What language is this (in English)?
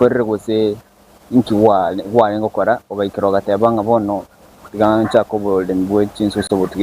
Gusii